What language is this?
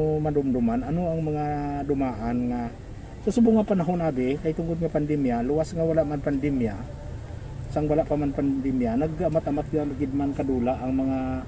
Hiligaynon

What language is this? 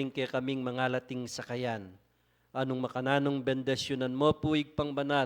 Pampanga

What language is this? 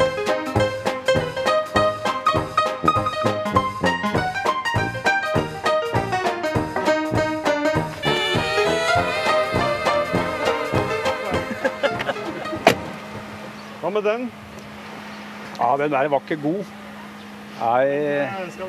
Norwegian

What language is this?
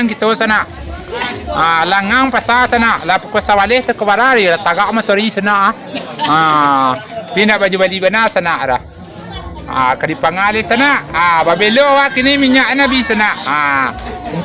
Minangkabau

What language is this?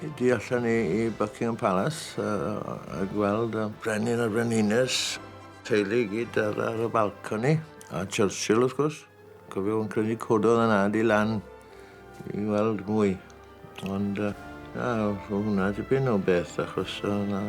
Welsh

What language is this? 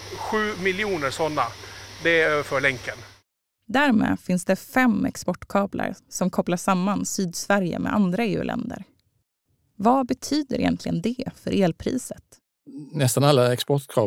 Swedish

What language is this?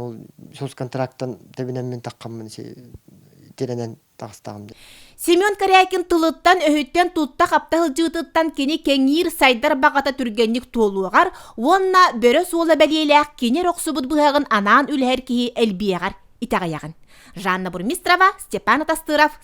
Yakut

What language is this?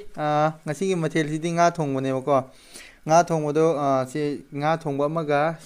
Manipuri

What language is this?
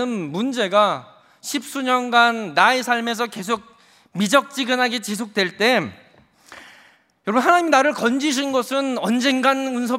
Korean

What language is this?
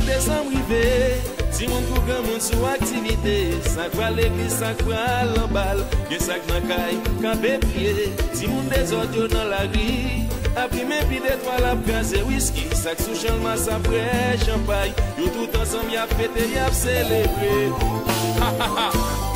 Haitian Creole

